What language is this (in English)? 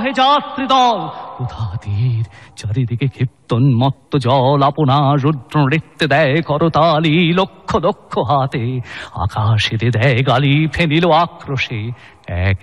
Bangla